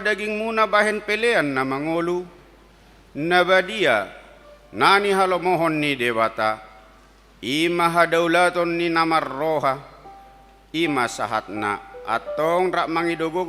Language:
Batak Toba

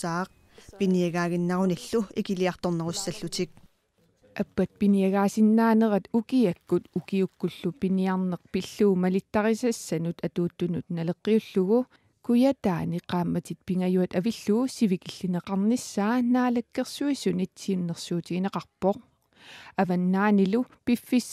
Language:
Kalaallisut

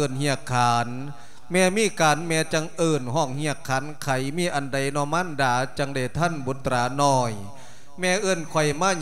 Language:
Lao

